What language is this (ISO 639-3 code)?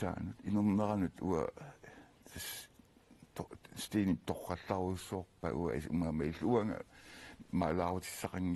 kal